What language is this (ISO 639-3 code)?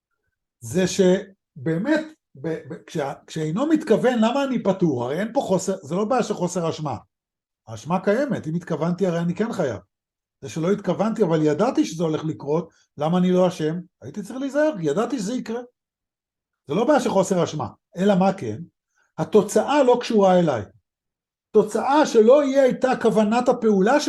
heb